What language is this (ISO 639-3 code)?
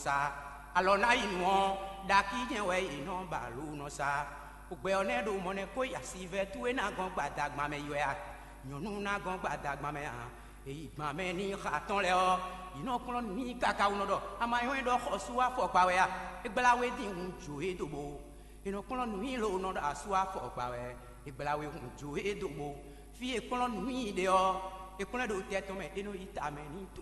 fon